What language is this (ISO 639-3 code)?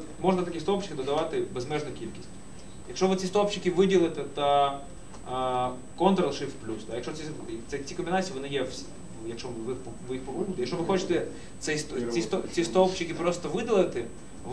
ukr